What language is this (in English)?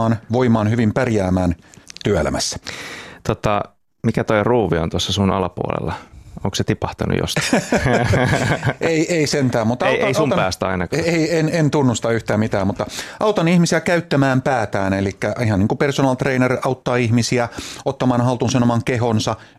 Finnish